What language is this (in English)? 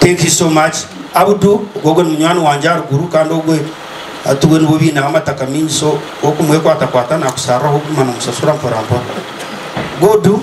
Nyankole